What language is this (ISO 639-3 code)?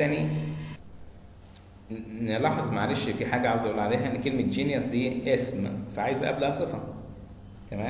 arz